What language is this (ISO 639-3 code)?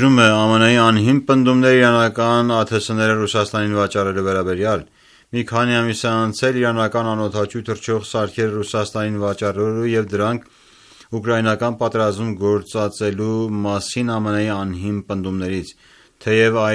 hye